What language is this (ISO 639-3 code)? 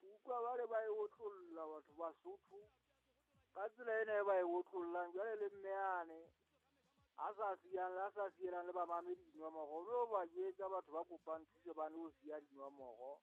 sot